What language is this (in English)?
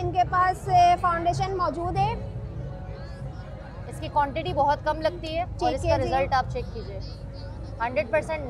Hindi